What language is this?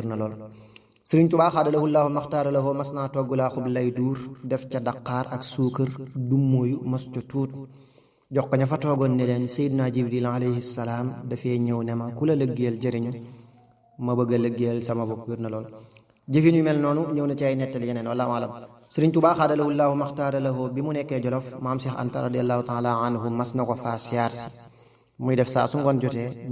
Wolof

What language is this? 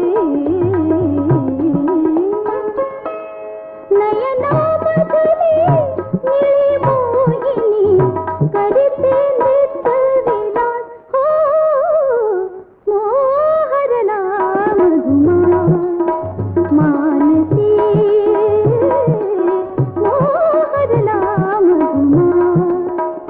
Marathi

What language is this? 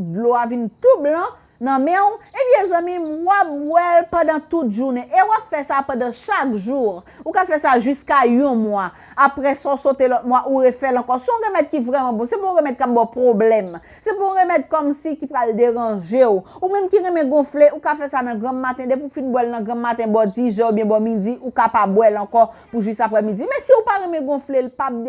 Haitian Creole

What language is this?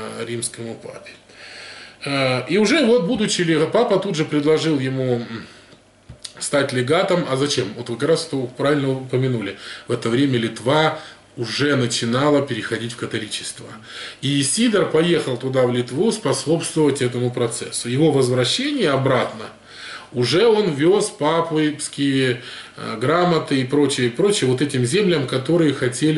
Russian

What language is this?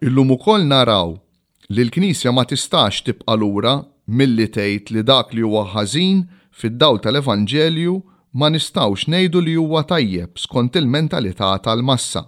Maltese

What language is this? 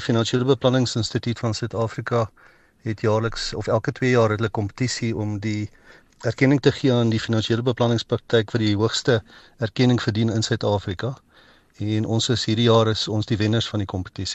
Afrikaans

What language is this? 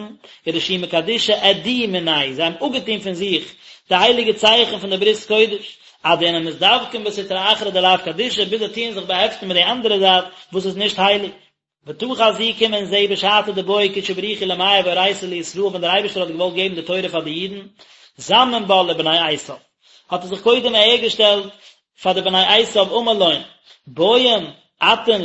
Yiddish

